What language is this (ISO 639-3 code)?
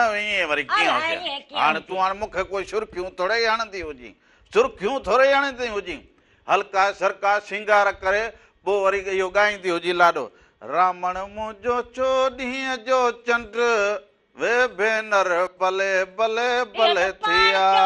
snd